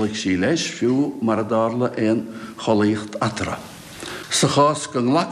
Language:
Irish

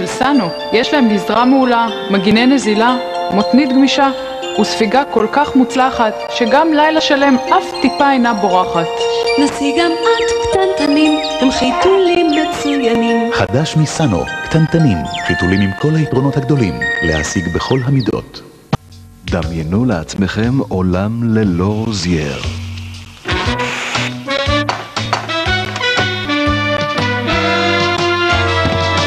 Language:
Hebrew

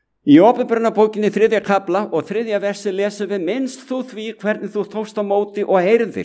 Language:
Icelandic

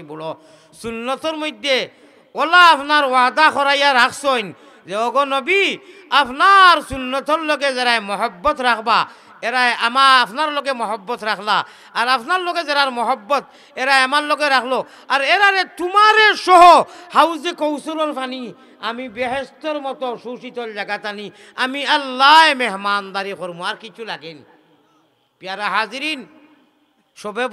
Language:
Sylheti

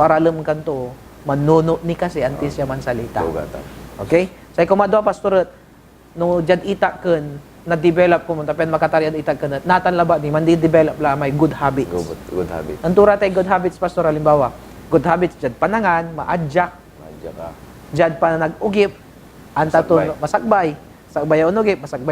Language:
Pangasinan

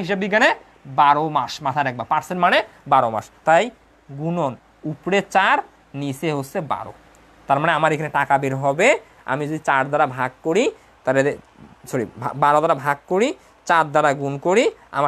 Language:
Bangla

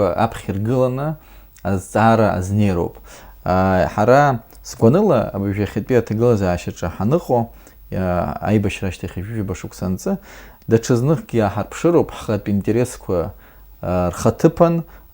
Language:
Abkhazian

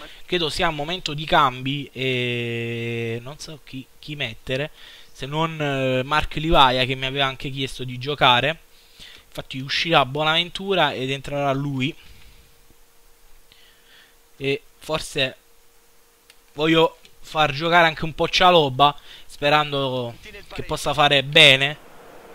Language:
Italian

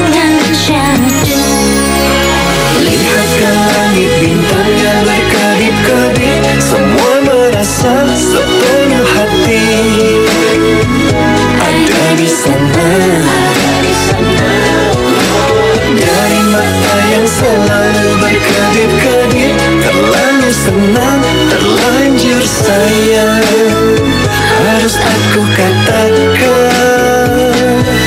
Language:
Indonesian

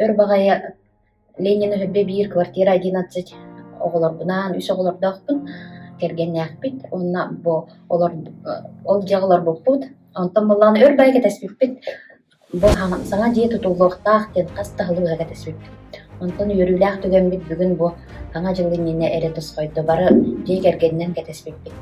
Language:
Yakut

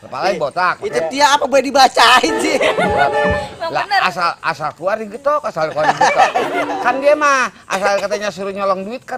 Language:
Betawi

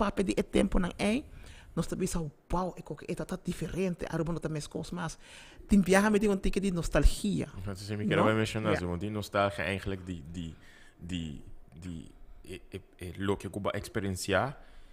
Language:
Papiamento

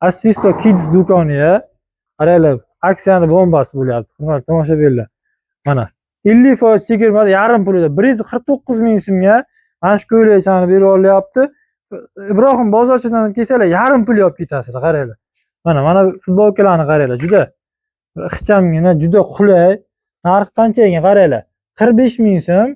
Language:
Uzbek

